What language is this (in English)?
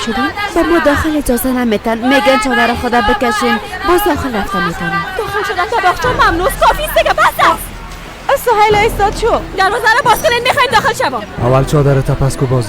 Persian